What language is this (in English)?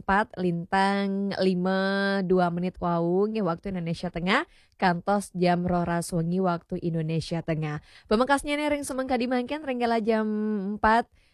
Balinese